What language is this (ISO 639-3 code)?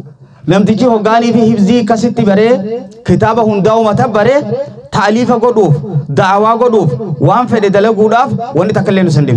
orm